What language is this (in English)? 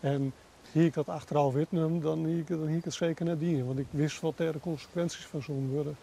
Western Frisian